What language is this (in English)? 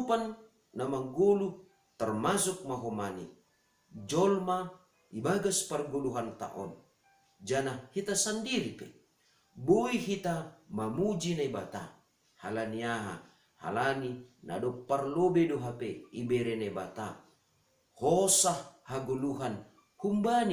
Batak Simalungun